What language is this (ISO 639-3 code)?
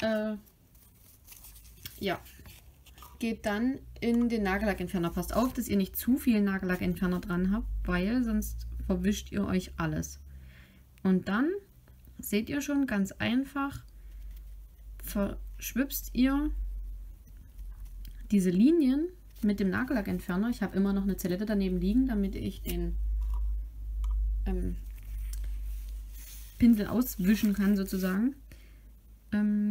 deu